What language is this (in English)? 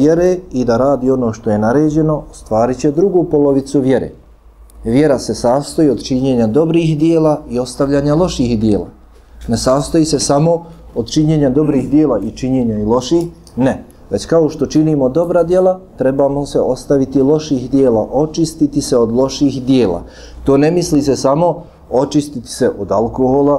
Bosnian